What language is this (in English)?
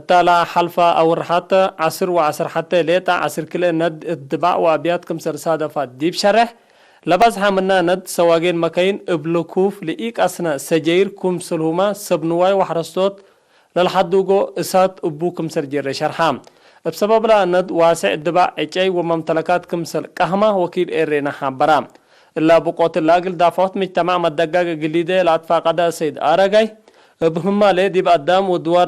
Tigre